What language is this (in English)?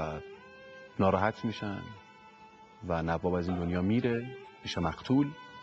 Persian